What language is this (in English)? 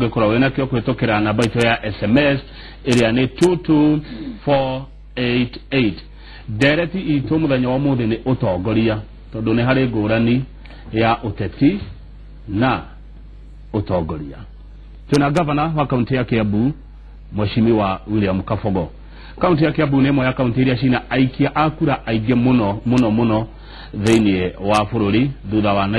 Kikuyu